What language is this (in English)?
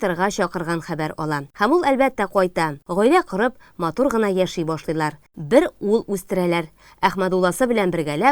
Tatar